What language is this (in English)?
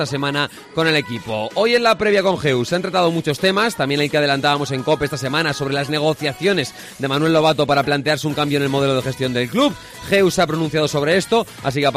Spanish